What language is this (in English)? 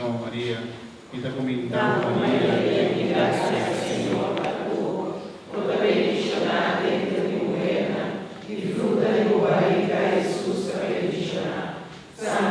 Papiamento